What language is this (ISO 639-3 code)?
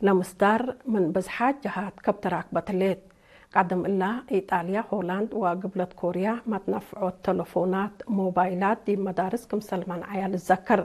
tig